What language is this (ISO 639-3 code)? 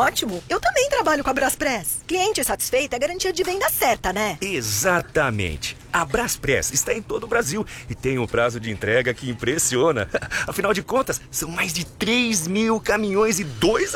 por